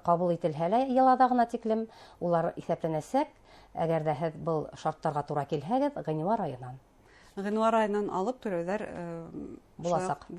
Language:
Bashkir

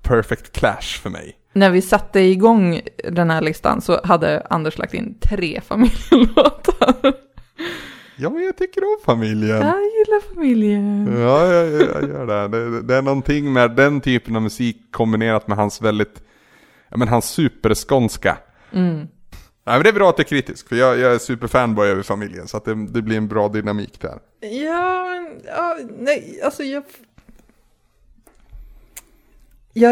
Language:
Swedish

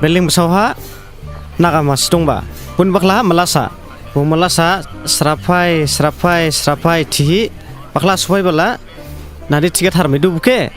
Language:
Dimasa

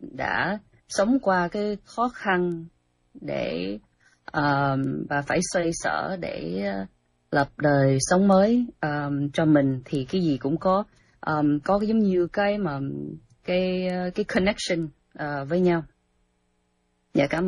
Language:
Vietnamese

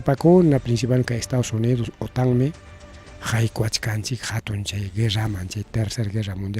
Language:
Ayacucho Quechua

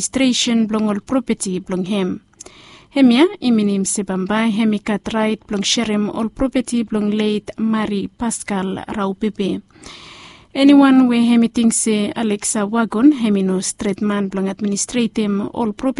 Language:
Bislama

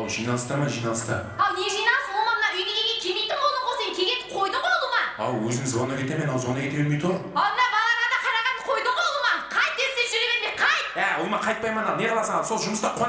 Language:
Kara-Kalpak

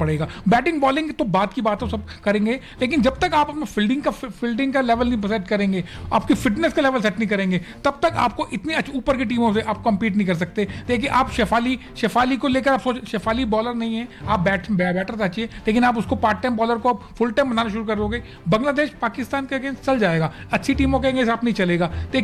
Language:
Hindi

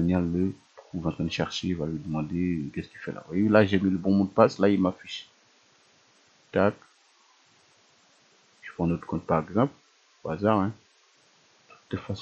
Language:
French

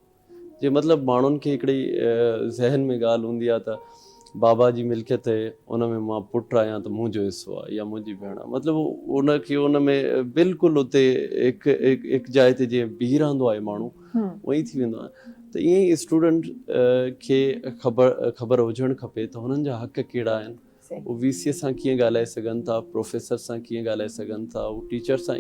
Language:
Sindhi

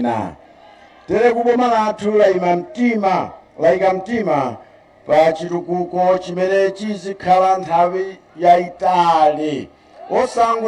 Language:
Nyanja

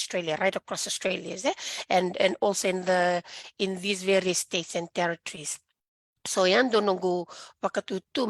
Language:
Fijian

